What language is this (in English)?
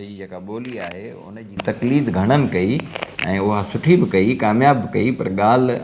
Sindhi